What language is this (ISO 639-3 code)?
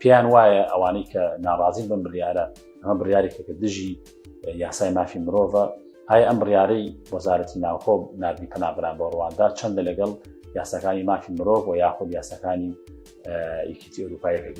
ckb